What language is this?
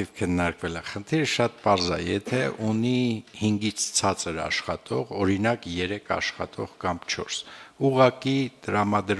Armenian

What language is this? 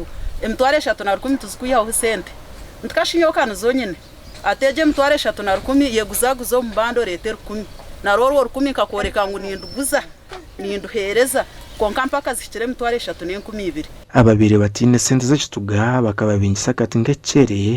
Nyankole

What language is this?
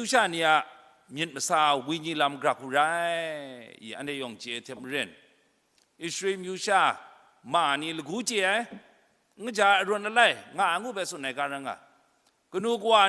Kachin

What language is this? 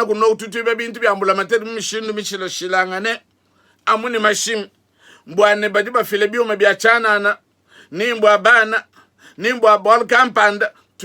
Luba-Lulua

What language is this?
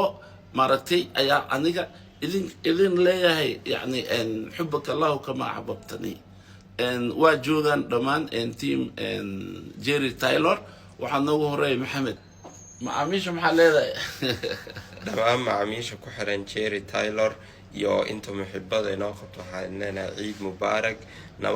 Somali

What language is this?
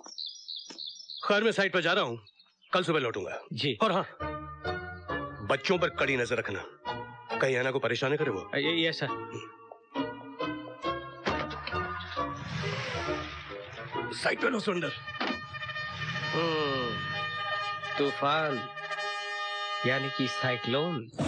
Hindi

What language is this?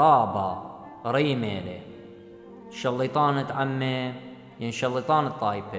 Assyrian Neo-Aramaic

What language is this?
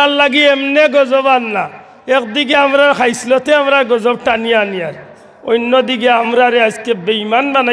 Sylheti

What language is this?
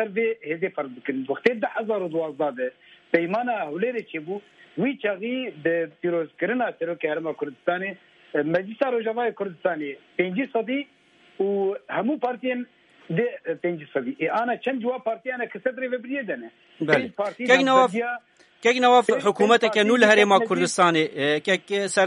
Kurdish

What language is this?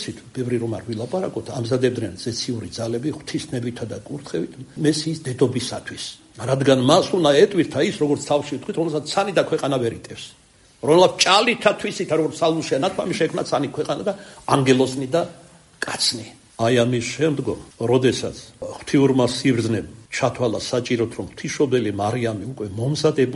Georgian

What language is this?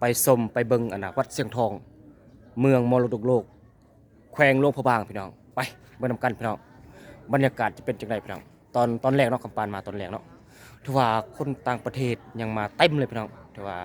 Lao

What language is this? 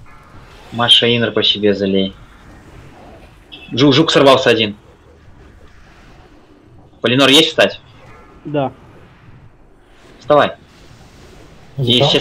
Russian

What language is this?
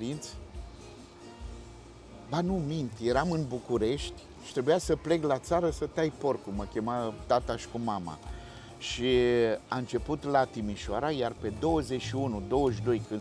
Romanian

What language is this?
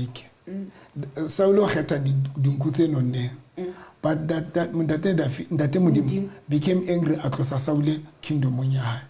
Southern Sotho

